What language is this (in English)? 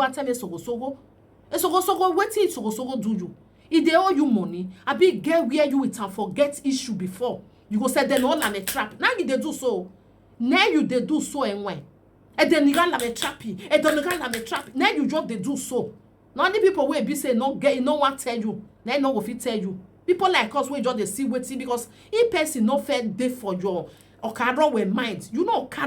Nigerian Pidgin